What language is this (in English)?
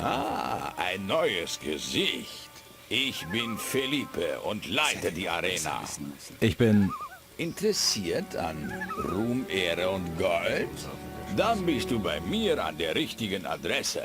Bavarian